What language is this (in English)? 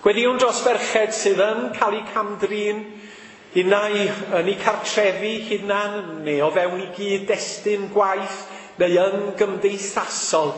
Welsh